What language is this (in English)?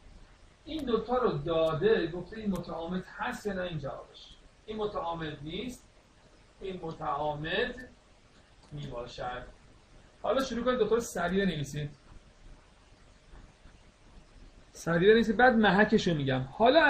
Persian